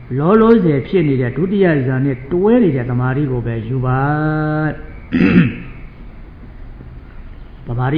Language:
Burmese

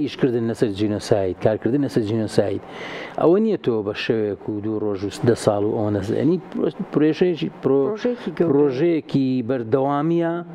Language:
Central Kurdish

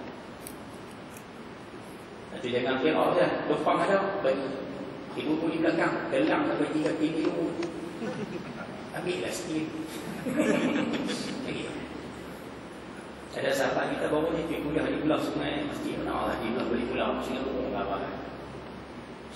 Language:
Malay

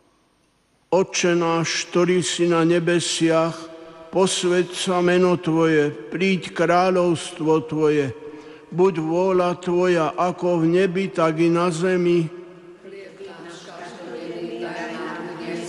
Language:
Slovak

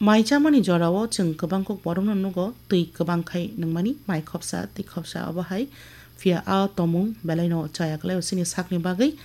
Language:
Kok Borok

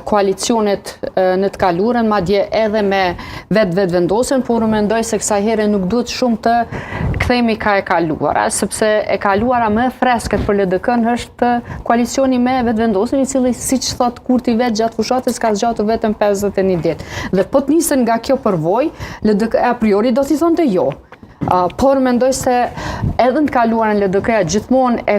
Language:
Albanian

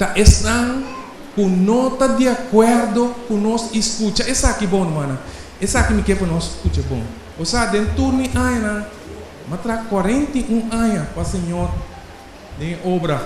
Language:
Papiamento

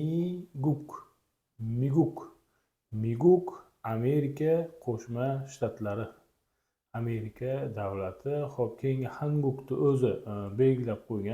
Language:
Uzbek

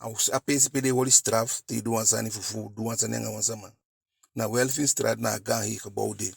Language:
Eastern Maroon Creole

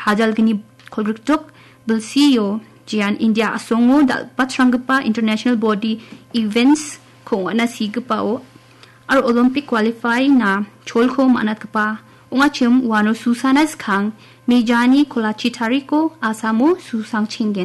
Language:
Garo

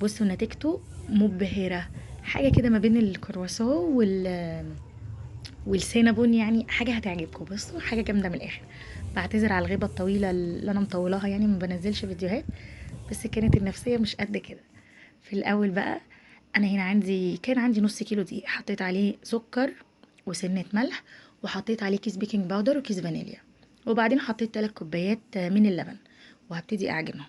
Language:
Egyptian Arabic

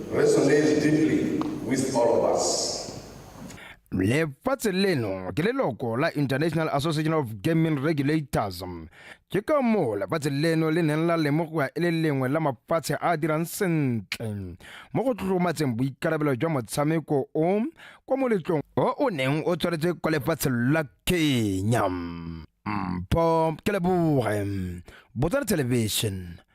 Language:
Tswana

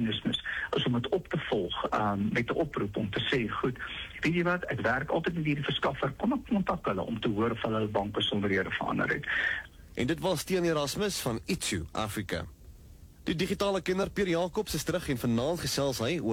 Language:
Afrikaans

